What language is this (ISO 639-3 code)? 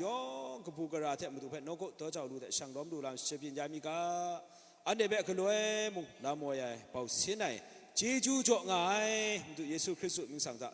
kac